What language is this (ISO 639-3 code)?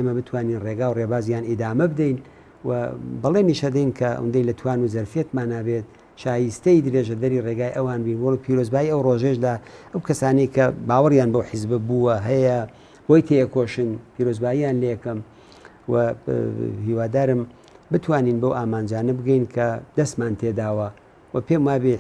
ckb